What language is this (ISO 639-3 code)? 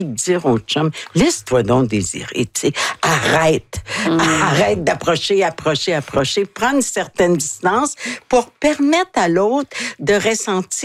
fra